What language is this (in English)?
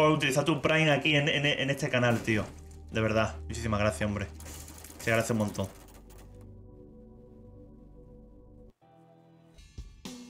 Spanish